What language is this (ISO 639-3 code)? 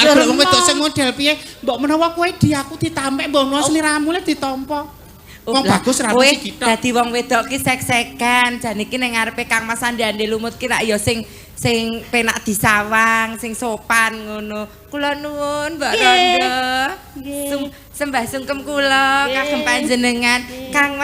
jav